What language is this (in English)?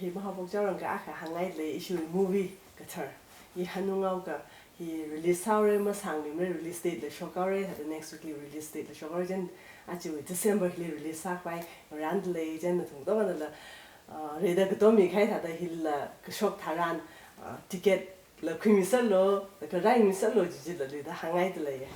Tangkhul Naga (India)